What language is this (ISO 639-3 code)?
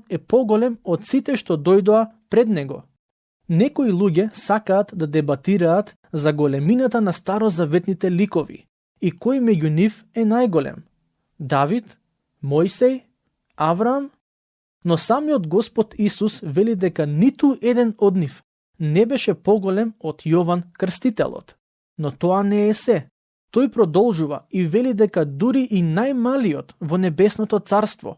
mkd